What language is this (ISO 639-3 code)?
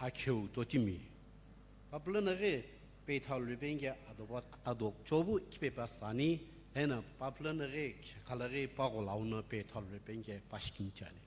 nsm